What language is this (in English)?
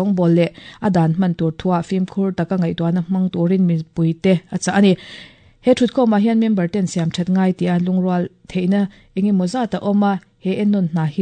Mizo